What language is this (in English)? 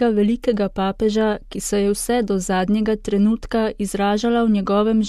Slovenian